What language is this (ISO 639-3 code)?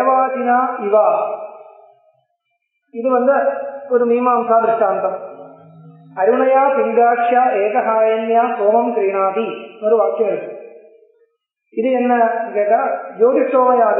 tam